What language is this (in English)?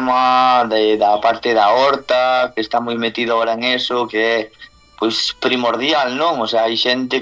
Galician